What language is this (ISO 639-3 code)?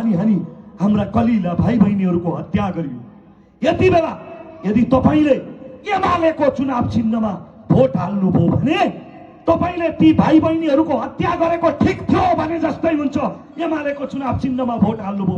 nep